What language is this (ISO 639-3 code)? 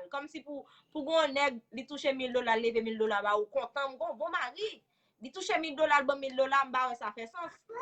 hat